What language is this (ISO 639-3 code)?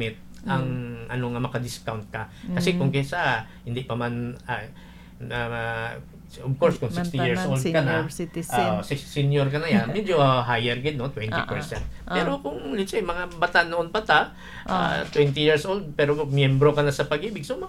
hil